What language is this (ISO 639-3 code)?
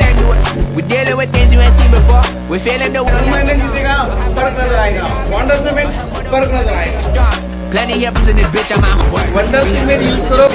doi